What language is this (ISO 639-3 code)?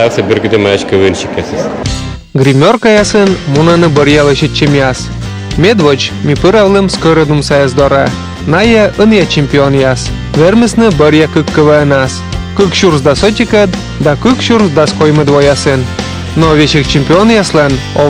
kom